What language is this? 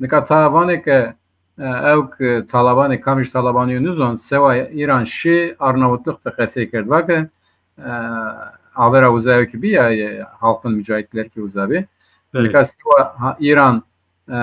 Zaza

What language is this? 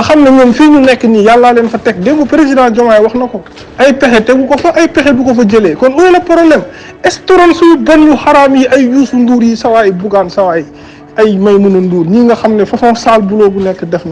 Wolof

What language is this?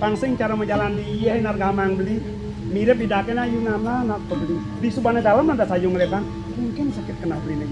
Balinese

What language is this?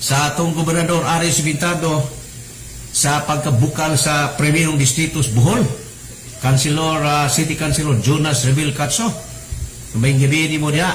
Cebuano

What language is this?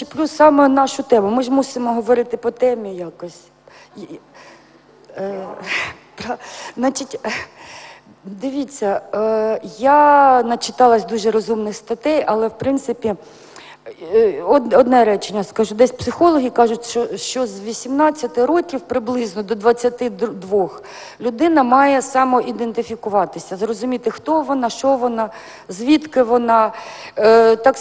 Ukrainian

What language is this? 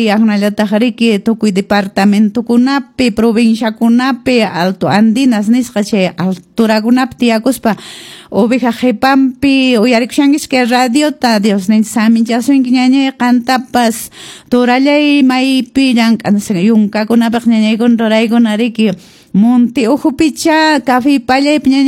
Quechua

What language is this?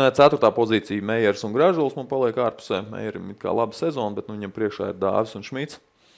Latvian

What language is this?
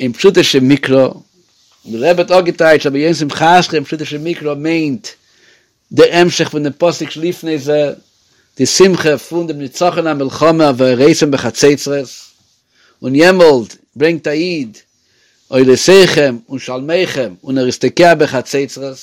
Yiddish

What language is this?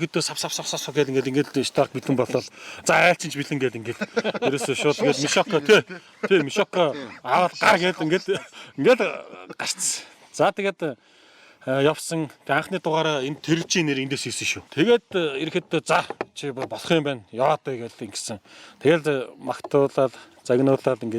Mongolian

